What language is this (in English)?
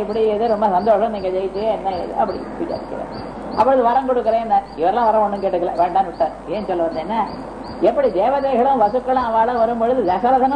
Tamil